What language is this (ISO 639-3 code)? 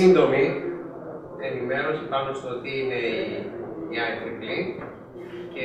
ell